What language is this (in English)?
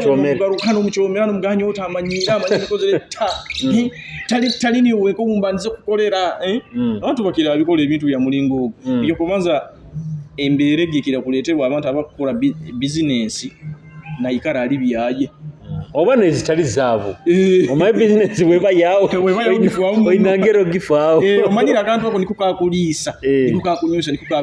Nyoro